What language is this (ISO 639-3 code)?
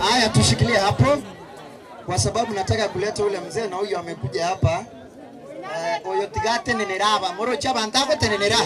guz